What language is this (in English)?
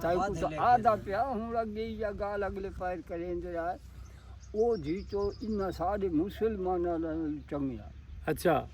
Saraiki